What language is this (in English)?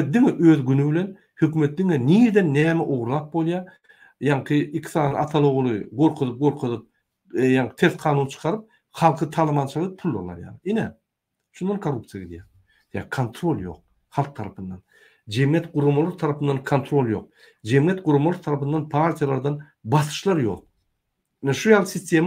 Turkmen